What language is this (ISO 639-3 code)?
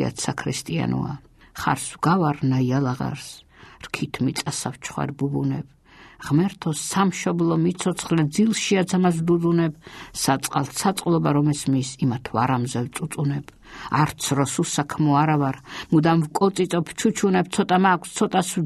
kat